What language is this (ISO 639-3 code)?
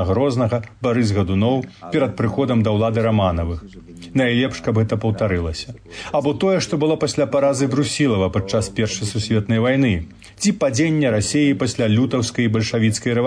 bel